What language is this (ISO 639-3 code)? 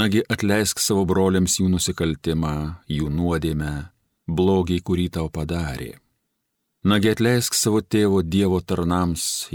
lit